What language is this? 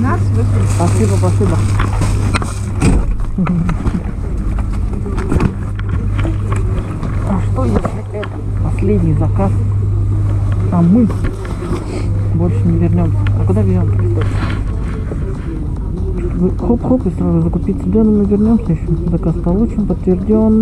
Russian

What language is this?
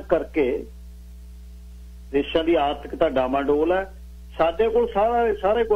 Punjabi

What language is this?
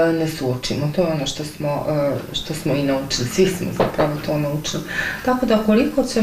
Bosnian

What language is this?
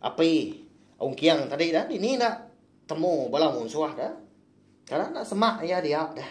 Iban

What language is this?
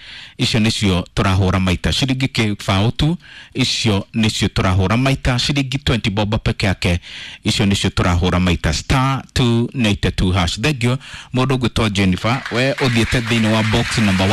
Kikuyu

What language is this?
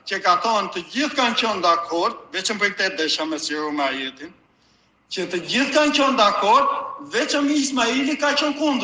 Albanian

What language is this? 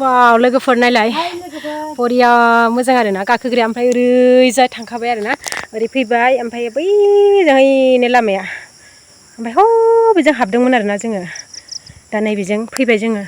Bodo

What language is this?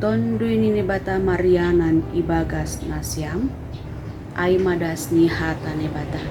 Batak Simalungun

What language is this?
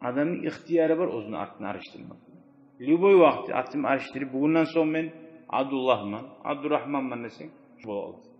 Kumyk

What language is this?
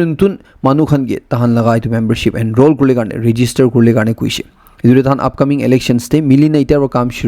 Naga Pidgin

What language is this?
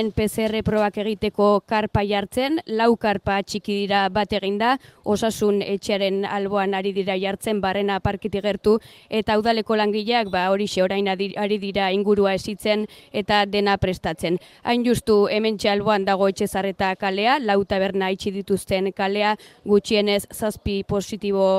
Basque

